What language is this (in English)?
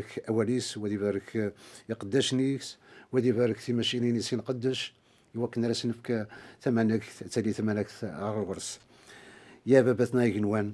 Kabyle